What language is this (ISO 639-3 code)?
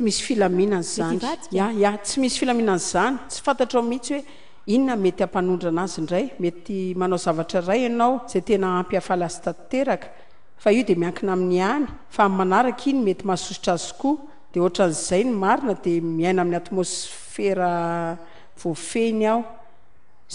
mlg